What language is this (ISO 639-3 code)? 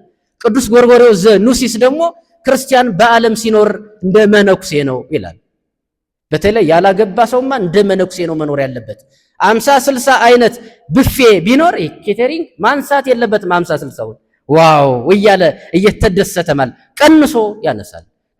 amh